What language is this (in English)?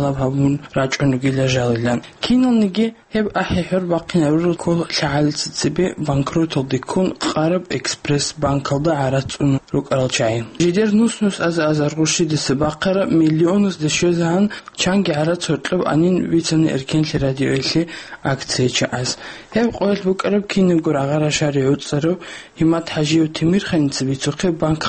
Avaric